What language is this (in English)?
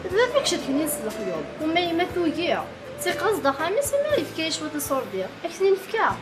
Kabyle